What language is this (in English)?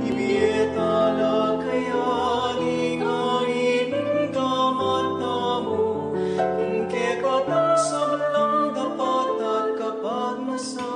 Pampanga